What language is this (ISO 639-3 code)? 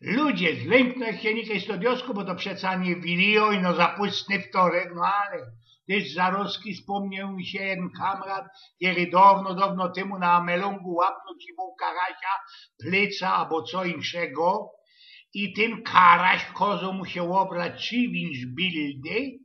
szl